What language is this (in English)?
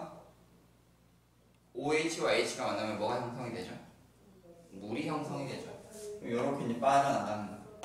Korean